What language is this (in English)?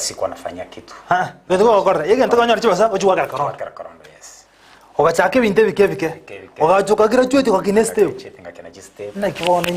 Gusii